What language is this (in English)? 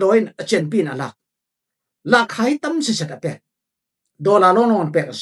Falam Chin